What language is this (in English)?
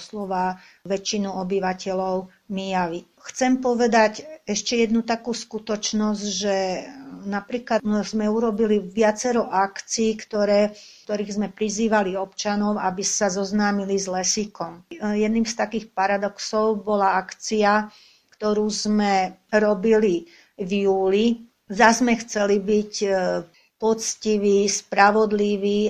Slovak